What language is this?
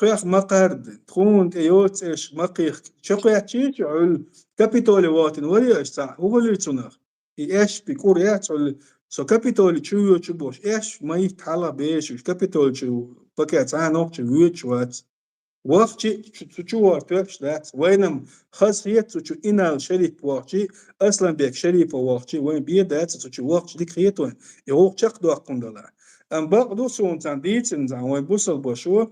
Chechen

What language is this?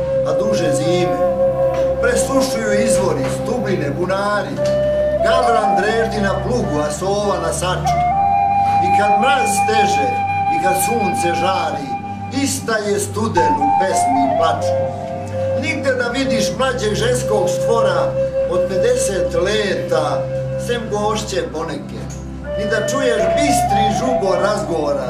Serbian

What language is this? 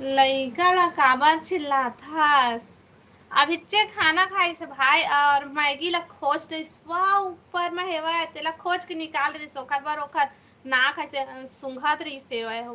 Chhattisgarhi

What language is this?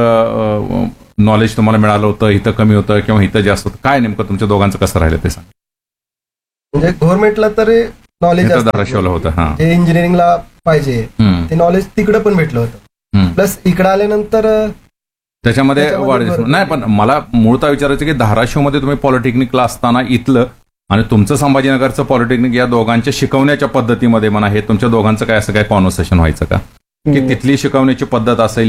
Marathi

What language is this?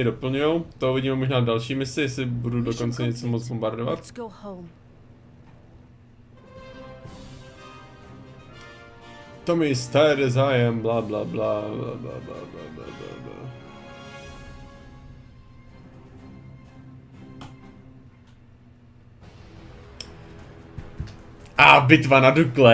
Czech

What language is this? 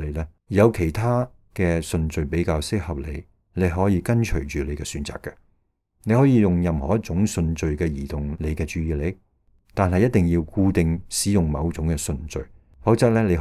Cantonese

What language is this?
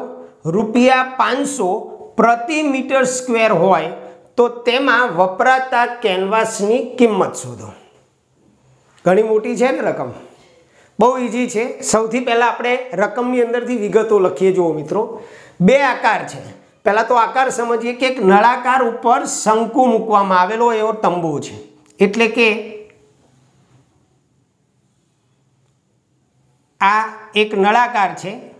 Gujarati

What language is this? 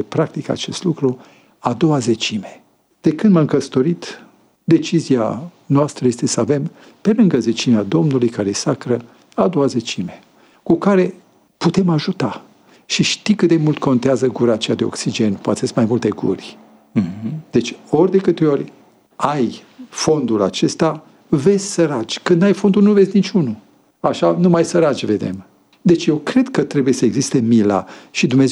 Romanian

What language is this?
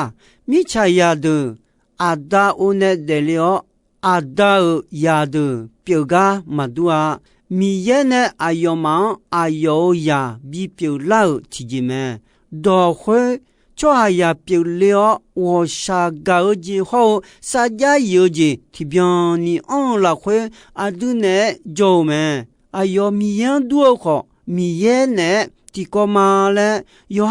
Akha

